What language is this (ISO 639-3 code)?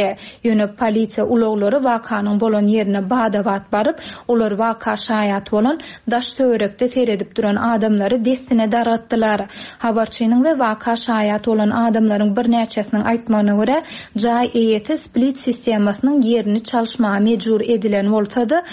tuk